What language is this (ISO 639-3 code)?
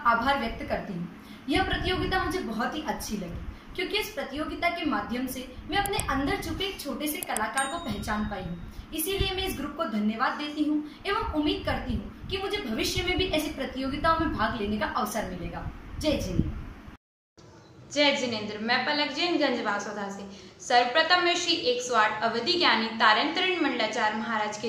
hin